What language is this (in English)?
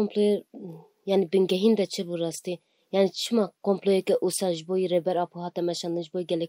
Kurdish